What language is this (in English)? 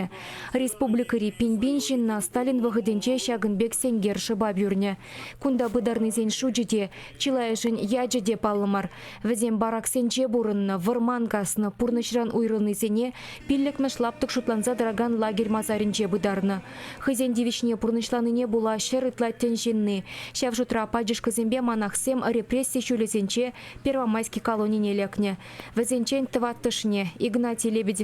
Chuvash